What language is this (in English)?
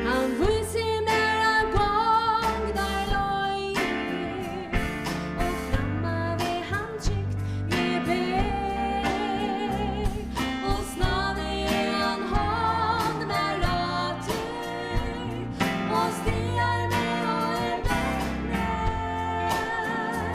Faroese